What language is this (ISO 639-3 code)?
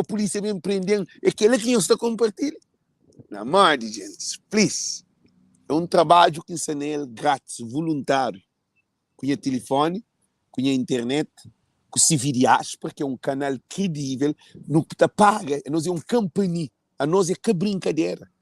kea